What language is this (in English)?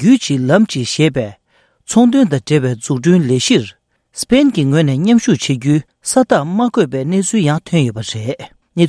Tibetan